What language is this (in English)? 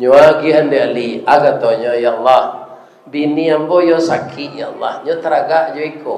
Minangkabau